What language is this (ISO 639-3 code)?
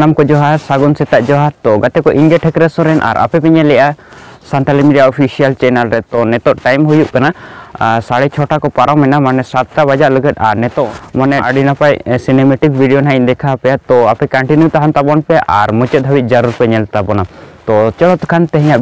sat